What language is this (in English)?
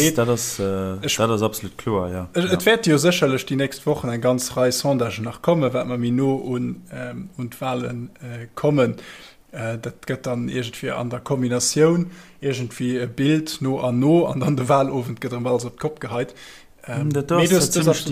Luxembourgish